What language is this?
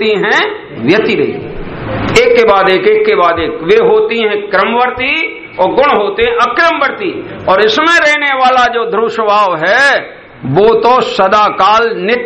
Hindi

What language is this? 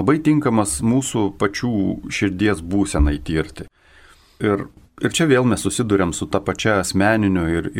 Lithuanian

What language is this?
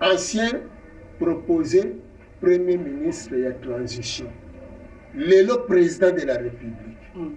Lingala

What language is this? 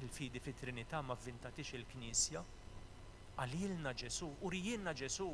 Maltese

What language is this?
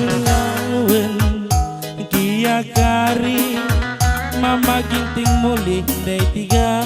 Batak Karo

